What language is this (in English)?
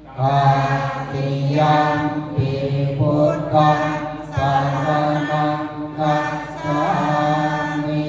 Pali